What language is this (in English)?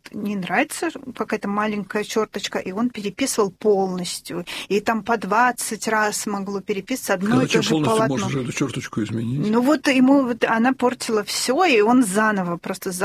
Russian